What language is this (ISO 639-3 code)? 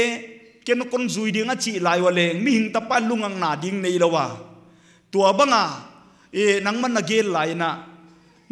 pck